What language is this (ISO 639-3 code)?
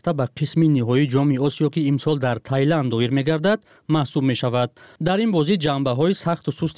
tgk